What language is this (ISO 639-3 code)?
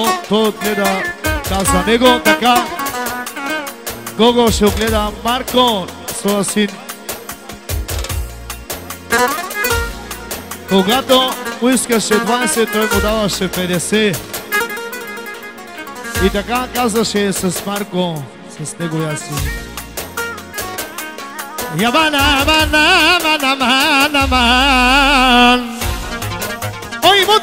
bul